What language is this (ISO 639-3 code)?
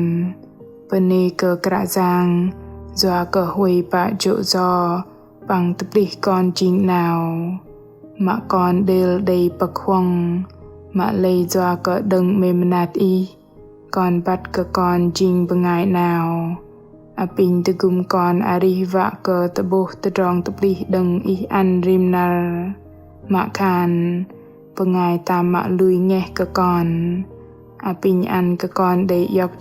bdq